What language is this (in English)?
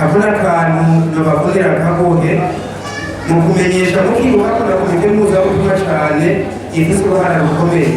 Rundi